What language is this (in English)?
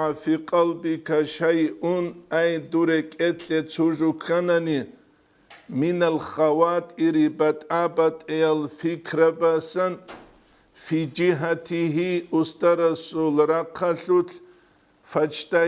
Avaric